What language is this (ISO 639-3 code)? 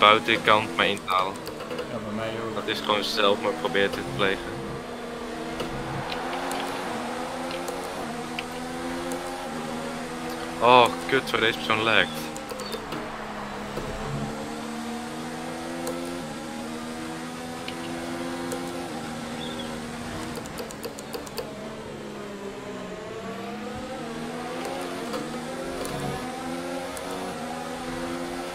nld